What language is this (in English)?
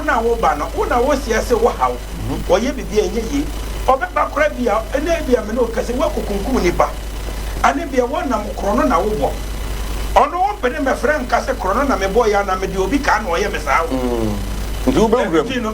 Akan